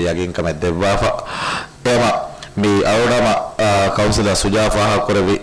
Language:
Divehi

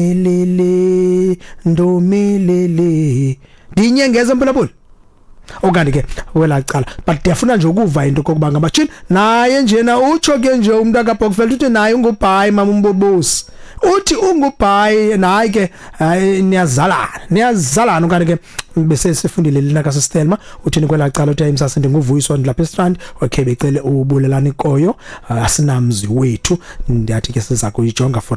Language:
Xhosa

